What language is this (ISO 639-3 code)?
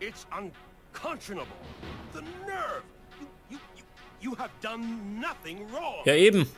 bar